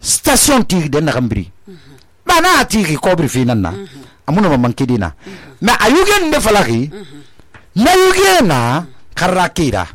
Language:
Susu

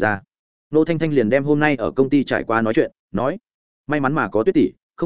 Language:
Vietnamese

